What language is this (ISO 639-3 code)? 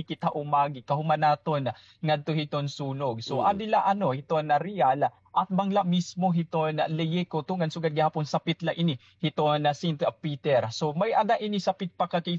war